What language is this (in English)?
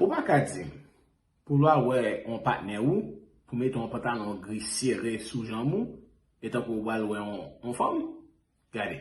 Haitian Creole